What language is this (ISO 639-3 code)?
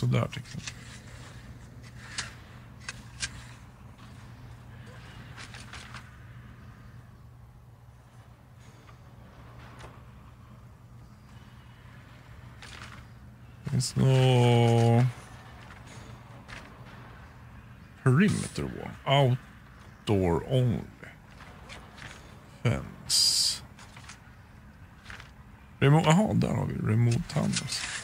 swe